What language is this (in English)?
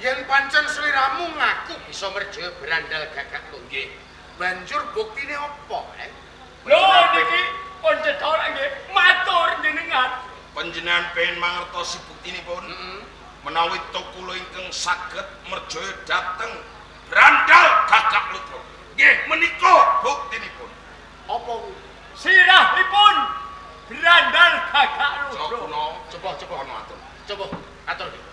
Javanese